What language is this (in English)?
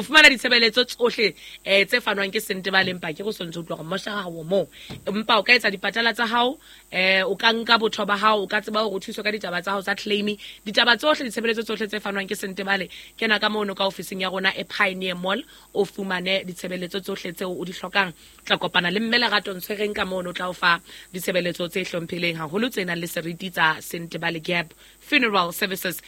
Southern Sotho